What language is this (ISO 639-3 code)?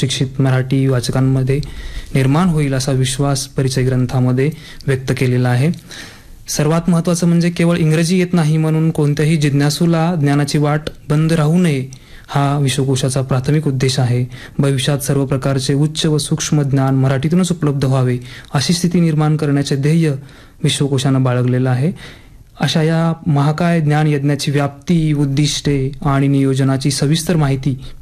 mar